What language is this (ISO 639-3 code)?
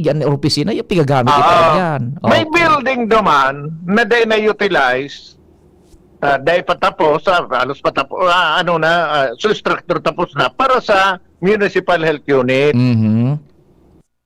bik